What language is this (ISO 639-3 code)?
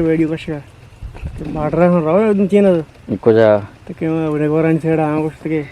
bgp